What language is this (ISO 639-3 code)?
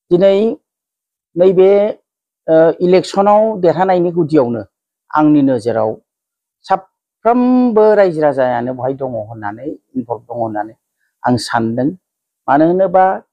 brx